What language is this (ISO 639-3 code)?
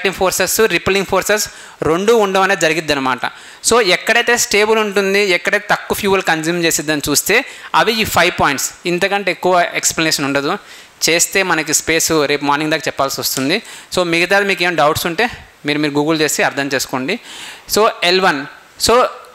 tel